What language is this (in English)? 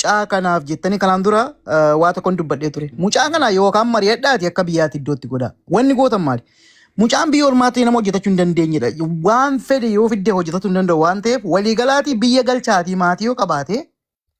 Oromo